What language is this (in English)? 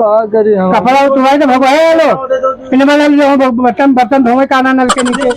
Awadhi